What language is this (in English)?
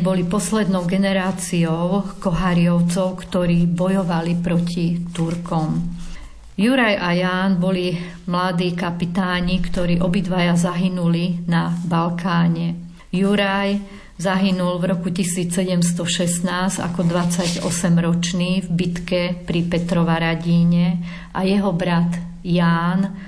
Slovak